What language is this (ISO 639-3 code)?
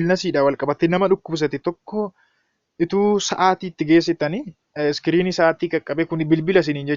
orm